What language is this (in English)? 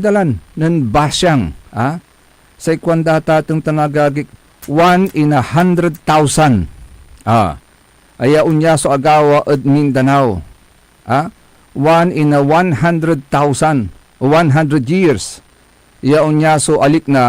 Pangasinan